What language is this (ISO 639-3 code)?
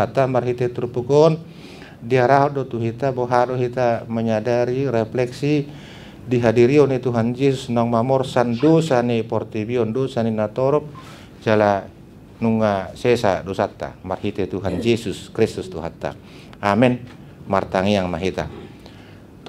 bbc